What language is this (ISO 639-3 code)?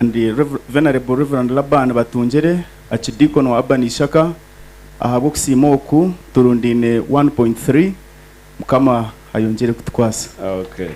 nyn